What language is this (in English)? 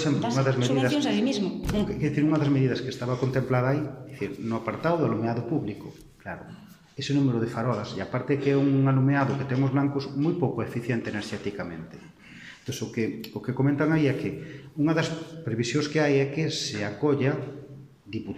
Galician